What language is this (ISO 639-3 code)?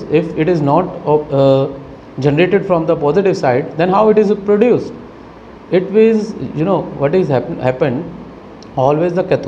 eng